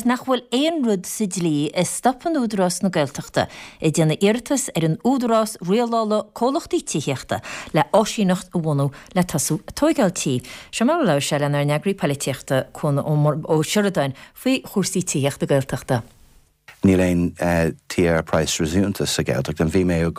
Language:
Irish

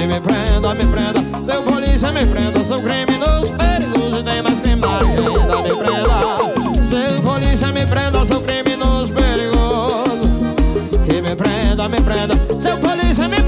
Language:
Portuguese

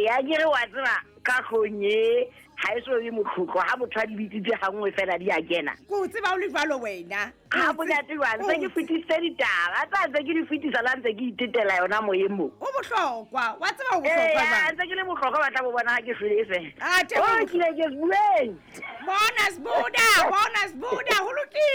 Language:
Southern Sotho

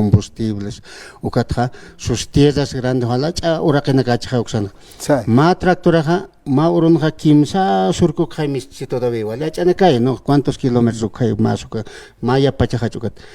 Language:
Aymara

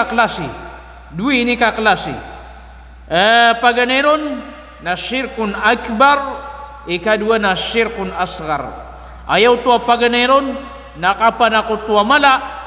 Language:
Maranao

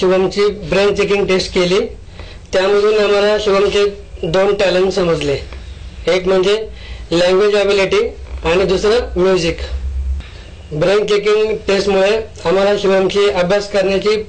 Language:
Marathi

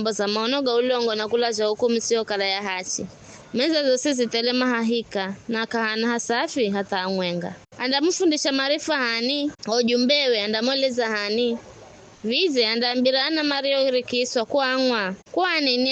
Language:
Giryama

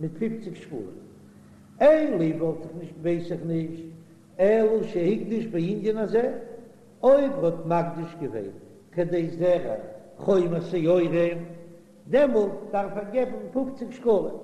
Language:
Yiddish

